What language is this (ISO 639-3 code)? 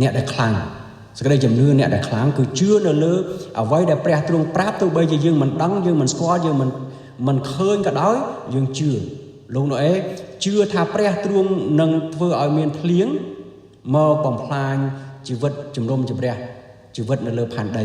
khm